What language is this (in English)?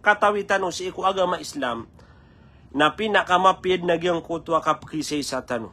Maranao